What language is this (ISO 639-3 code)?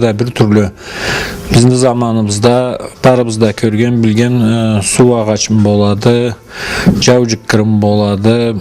krc